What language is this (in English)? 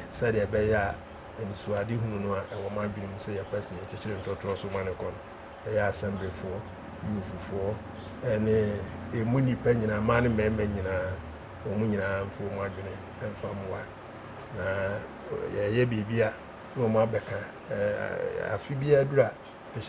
Akan